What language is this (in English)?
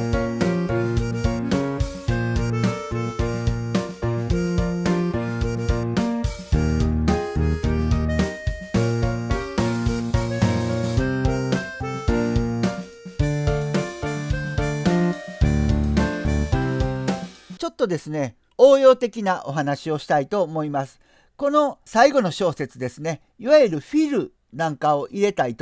Japanese